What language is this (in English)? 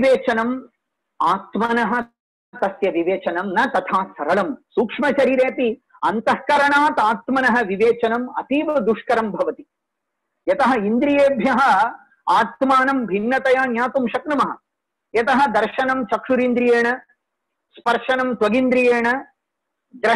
Sanskrit